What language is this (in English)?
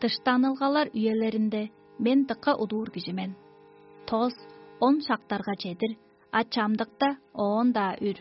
Tuvinian